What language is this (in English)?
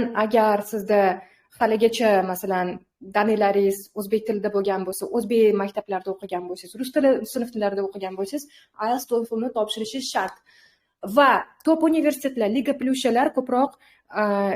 Uzbek